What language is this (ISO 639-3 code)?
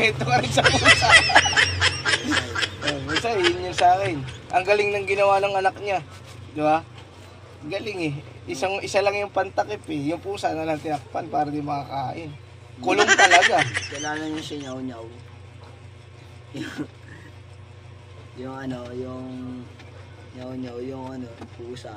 fil